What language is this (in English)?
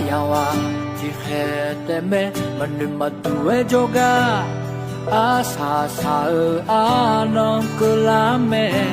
Akha